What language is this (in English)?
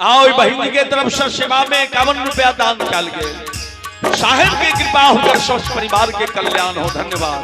Maithili